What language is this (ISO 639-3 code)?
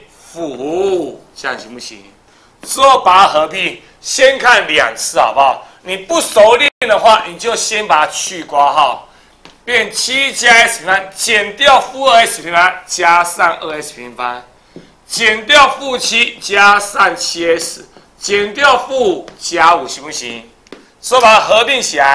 zho